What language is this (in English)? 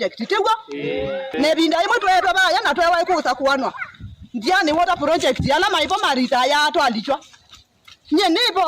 Kamba